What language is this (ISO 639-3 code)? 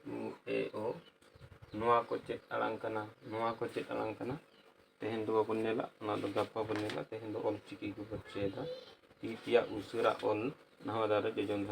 sat